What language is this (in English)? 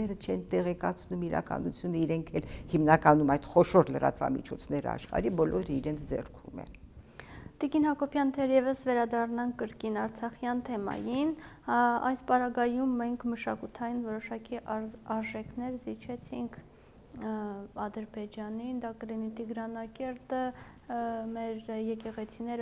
Armenian